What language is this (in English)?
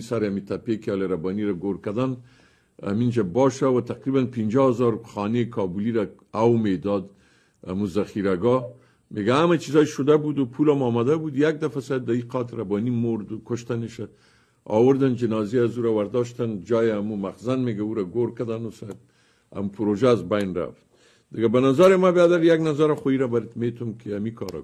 Persian